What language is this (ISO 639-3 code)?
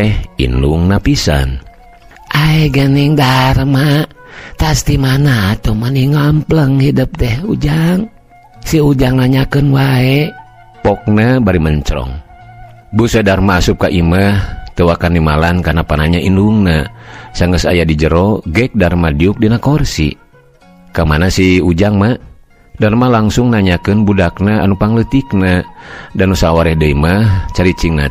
sun